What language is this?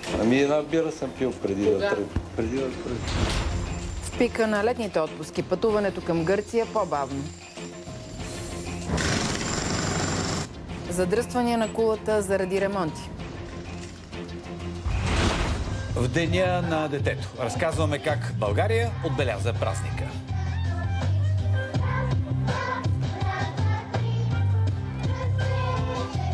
Bulgarian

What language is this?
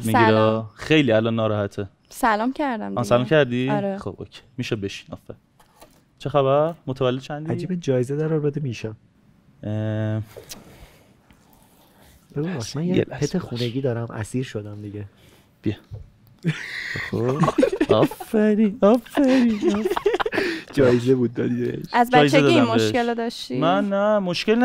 Persian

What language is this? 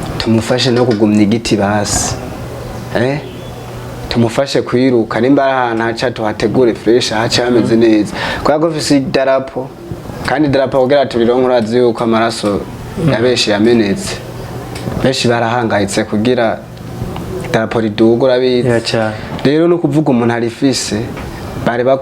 Rundi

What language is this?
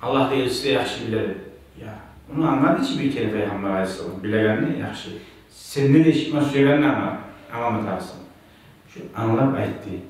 Kumyk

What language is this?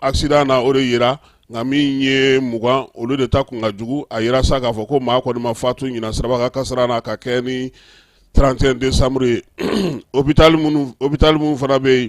Bambara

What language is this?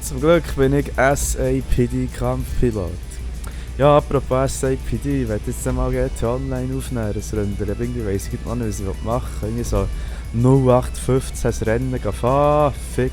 Swiss German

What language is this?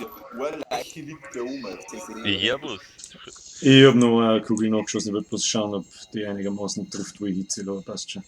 Bavarian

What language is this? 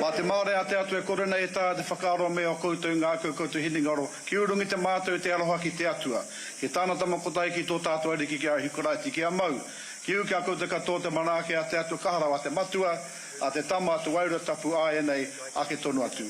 Māori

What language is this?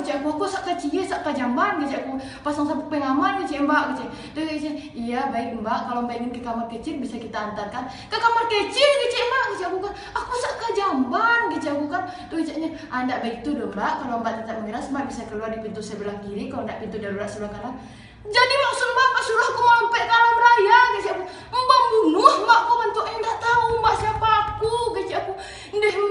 Minangkabau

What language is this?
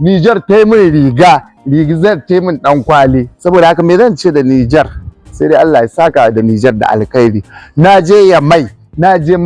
Hausa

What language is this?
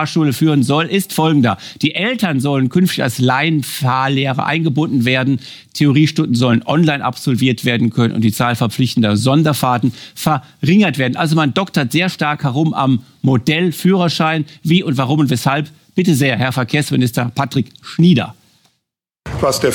German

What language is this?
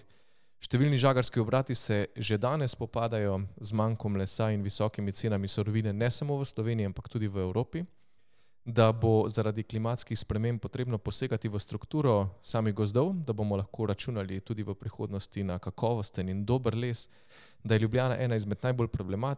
Slovenian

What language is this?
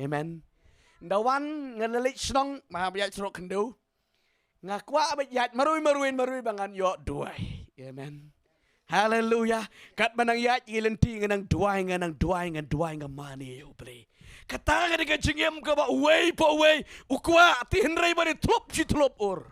Khasi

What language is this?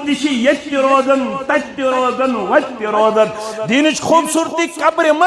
Kashmiri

